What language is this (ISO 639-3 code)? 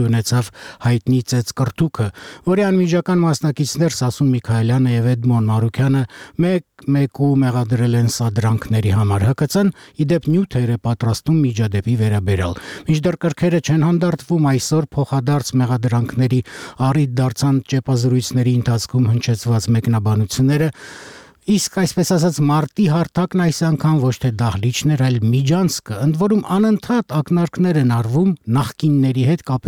hye